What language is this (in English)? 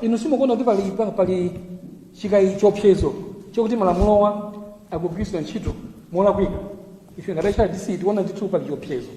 Nyanja